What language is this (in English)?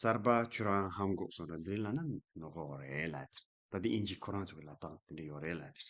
Tibetan